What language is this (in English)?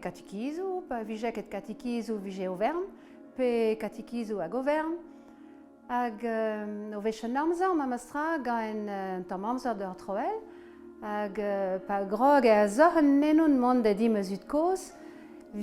Breton